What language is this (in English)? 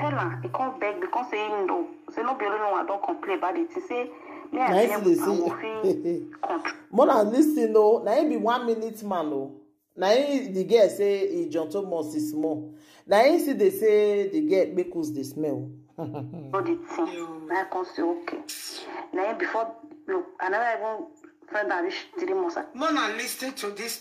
Nigerian Pidgin